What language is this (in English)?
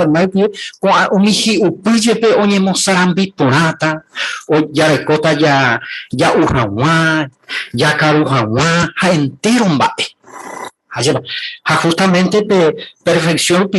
Guarani